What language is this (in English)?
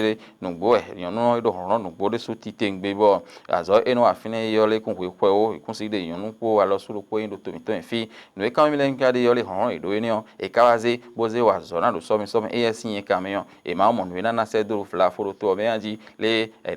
Fon